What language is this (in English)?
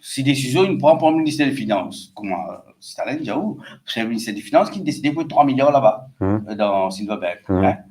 Morisyen